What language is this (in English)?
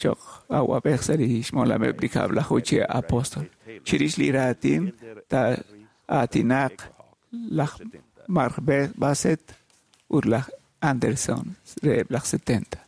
Kekchí